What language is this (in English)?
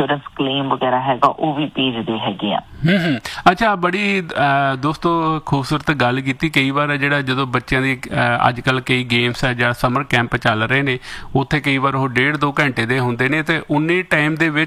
Punjabi